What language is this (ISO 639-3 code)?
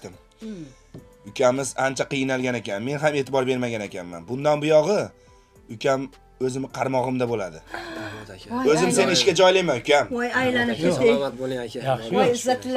uzb